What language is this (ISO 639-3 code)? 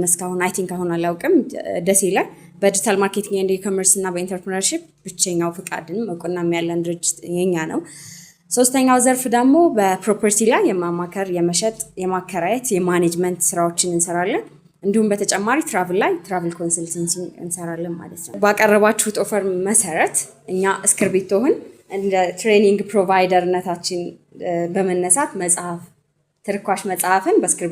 amh